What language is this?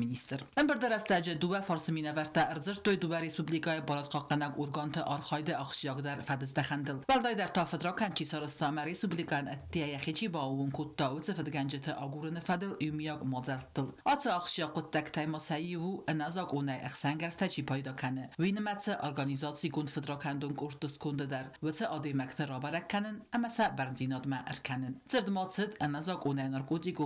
Ossetic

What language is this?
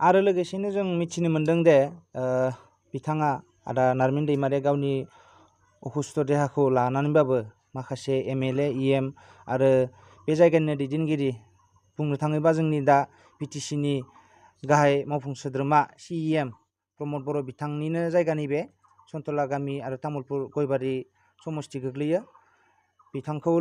Bodo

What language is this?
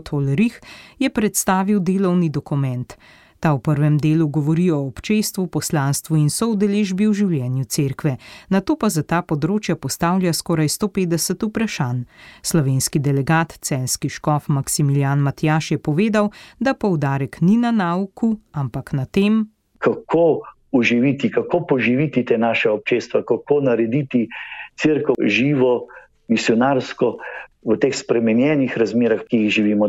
Slovenian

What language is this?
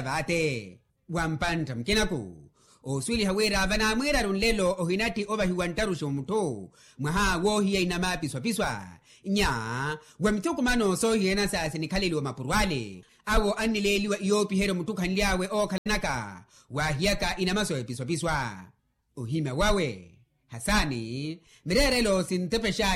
Makhuwa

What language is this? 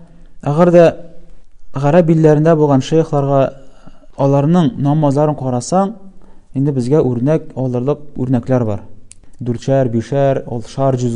Tatar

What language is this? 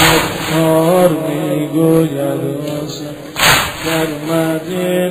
Persian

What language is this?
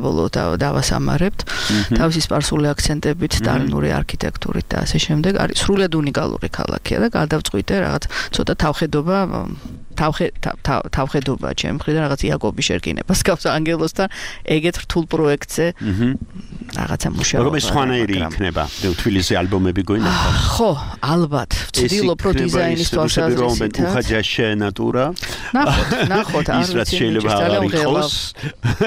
Georgian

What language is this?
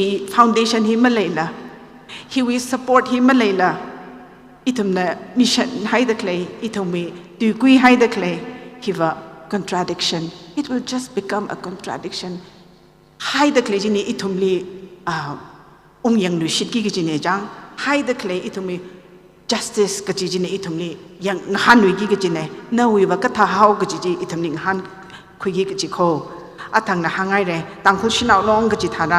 Tangkhul Naga (India)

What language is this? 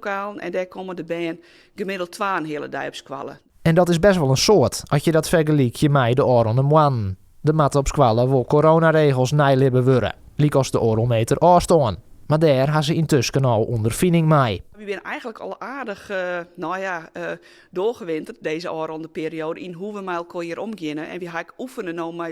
Western Frisian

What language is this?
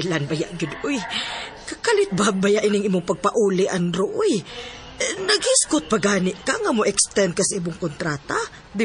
Cebuano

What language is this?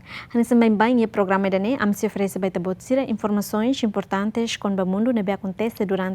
Tetum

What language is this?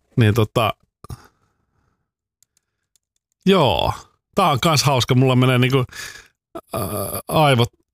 Finnish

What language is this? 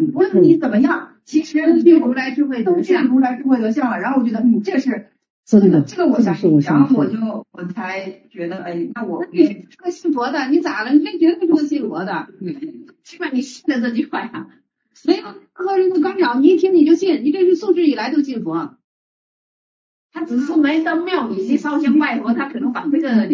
Chinese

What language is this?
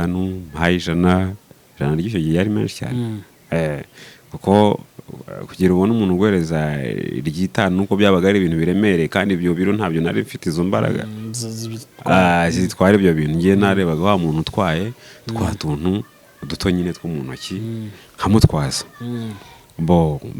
Kinyarwanda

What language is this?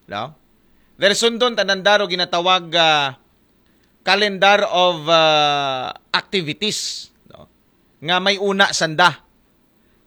Aklanon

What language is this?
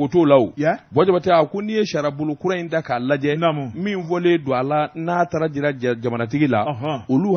Bambara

